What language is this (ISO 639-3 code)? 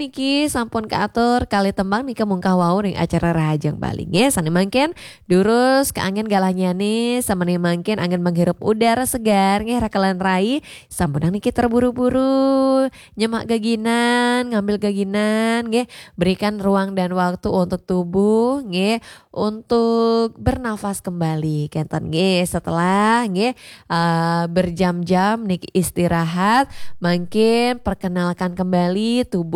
ban